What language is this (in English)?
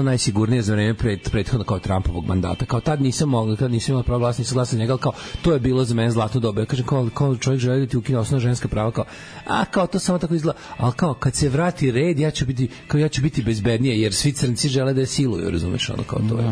Serbian